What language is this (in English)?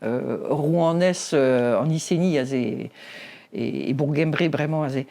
Breton